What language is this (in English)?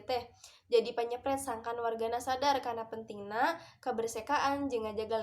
Sundanese